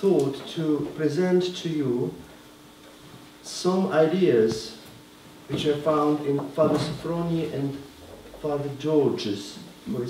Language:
English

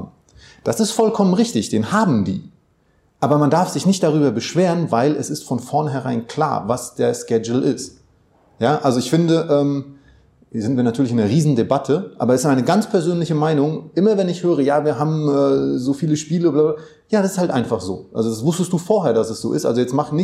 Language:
German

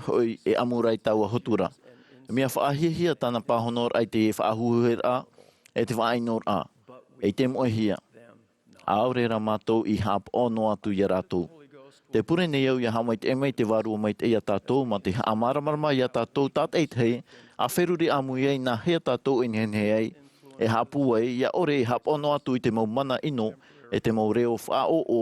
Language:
Tahitian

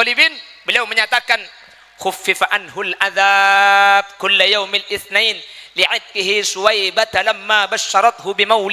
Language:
Madurese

